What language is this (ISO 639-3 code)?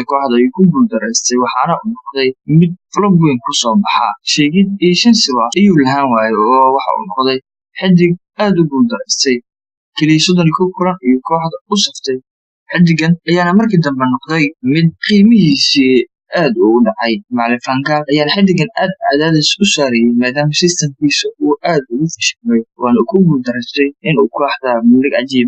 som